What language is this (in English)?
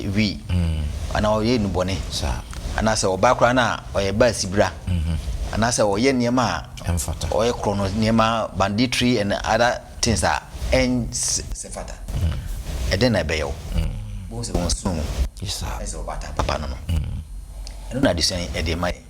Akan